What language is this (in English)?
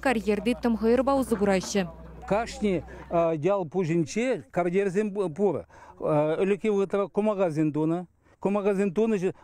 Chuvash